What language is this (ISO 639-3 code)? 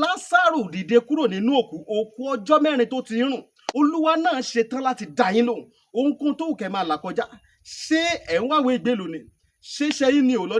yor